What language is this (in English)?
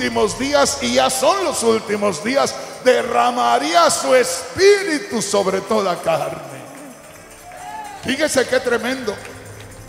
Spanish